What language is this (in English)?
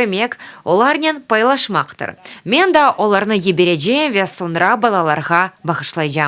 Crimean Tatar